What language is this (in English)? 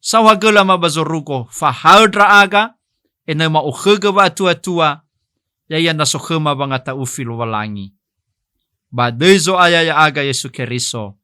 Nias